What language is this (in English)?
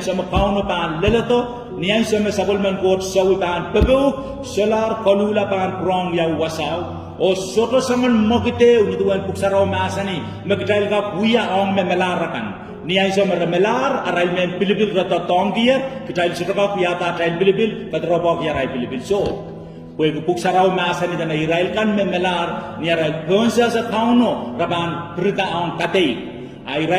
Pohnpeian